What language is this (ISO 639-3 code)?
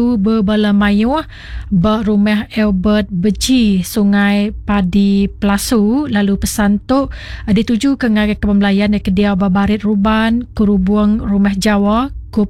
iba